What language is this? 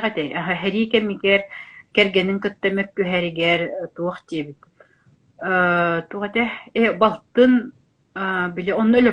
Yakut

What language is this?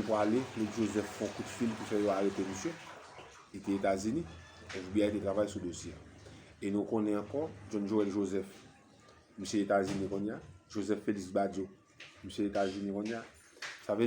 Haitian Creole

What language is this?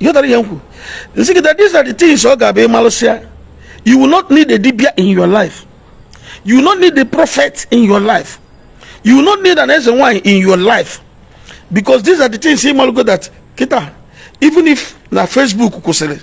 Igbo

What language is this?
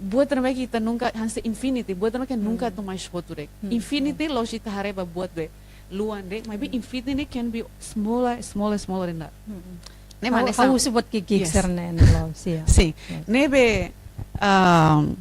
Tetum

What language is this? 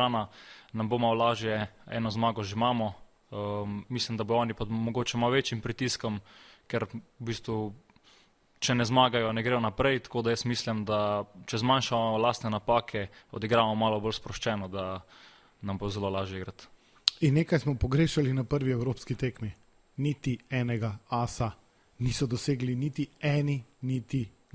Slovenian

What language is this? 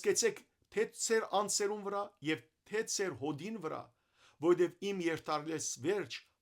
Western Armenian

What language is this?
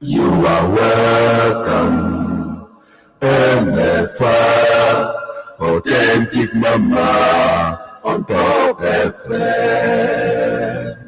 Ewe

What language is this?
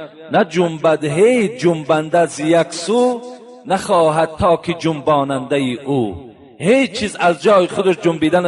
Tajik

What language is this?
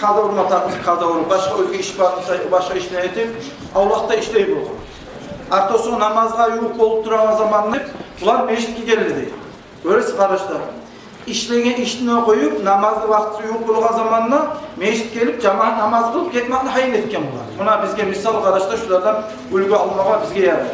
Kumyk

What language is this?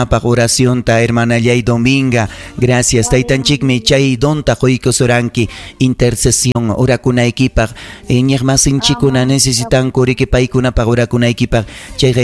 Ayacucho Quechua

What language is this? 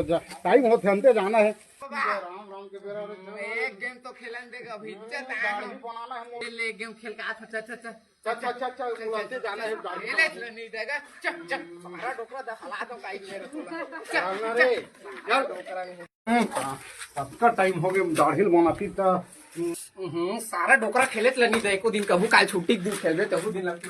Chhattisgarhi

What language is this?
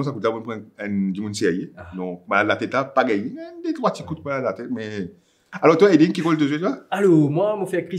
Morisyen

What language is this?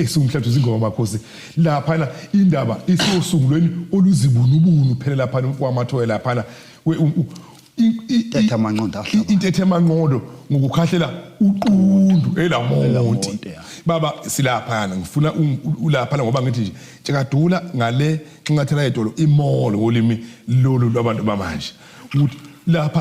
Zulu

